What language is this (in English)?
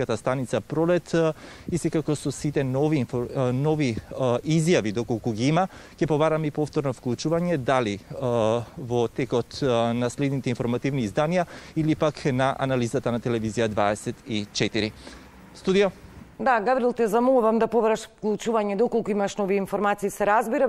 Macedonian